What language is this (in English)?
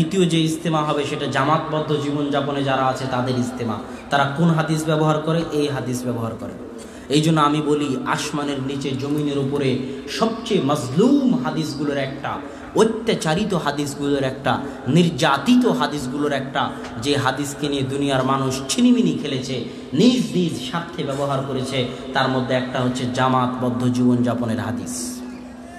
Bangla